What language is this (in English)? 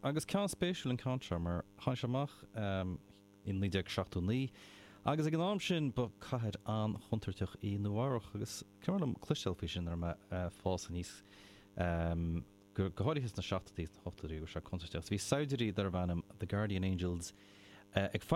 Irish